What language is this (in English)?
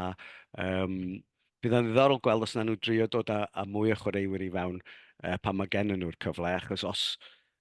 Welsh